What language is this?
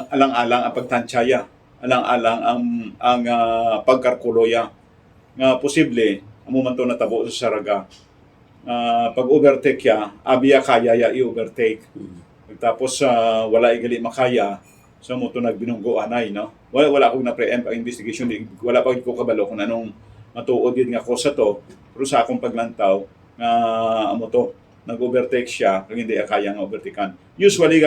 Hiligaynon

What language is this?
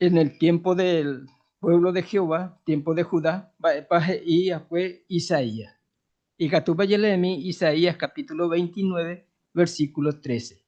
Guarani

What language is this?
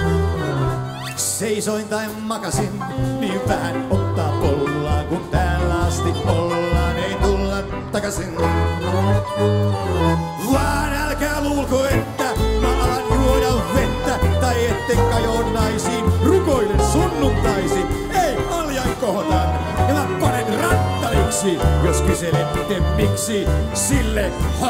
Finnish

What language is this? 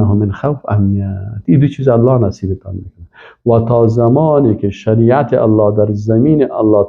Persian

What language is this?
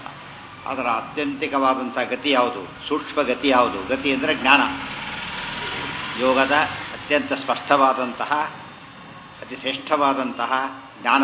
Kannada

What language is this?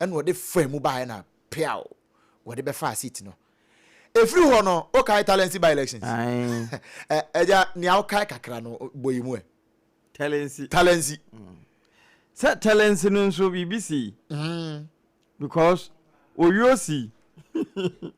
Akan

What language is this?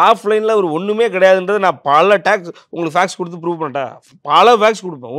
Tamil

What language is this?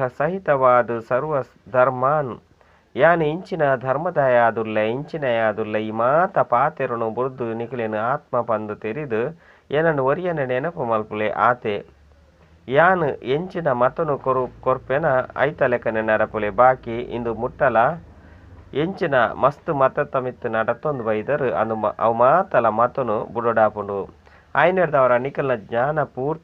Tulu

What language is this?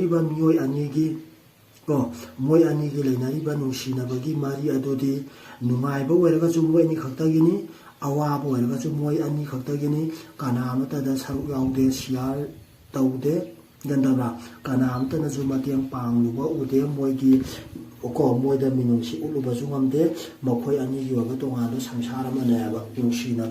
Manipuri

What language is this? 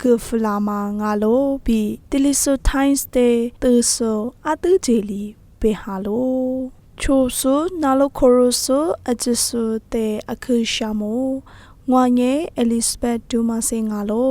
Lisu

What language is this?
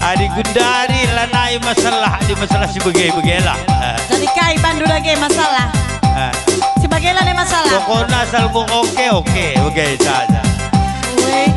Batak Karo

